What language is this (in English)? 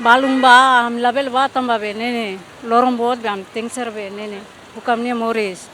Tetum